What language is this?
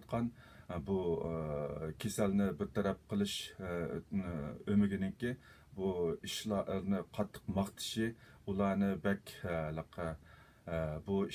Uyghur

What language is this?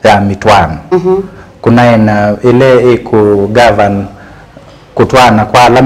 Kamba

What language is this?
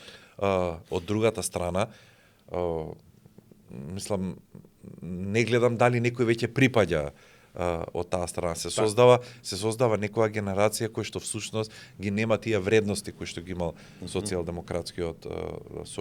Macedonian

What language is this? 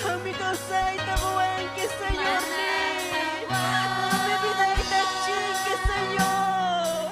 Ayacucho Quechua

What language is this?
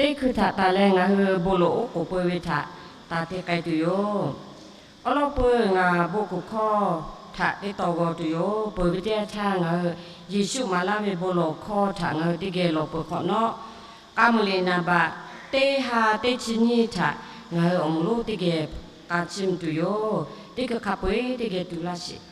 Lahu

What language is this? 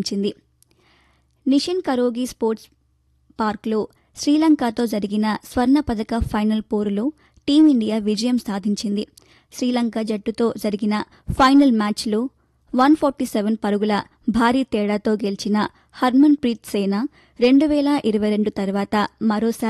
Telugu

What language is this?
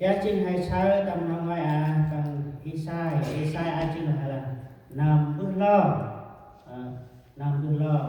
Central Mnong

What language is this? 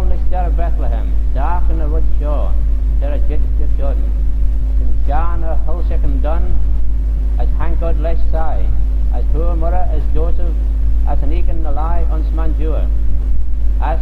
Manx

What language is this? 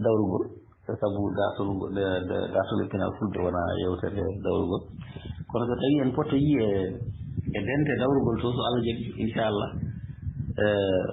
Fula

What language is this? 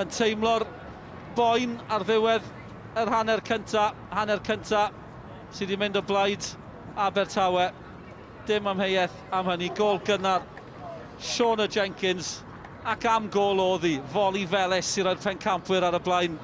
Welsh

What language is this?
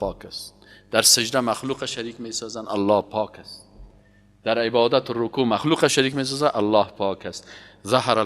Persian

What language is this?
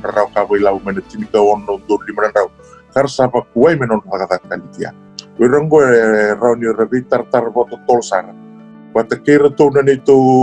Fijian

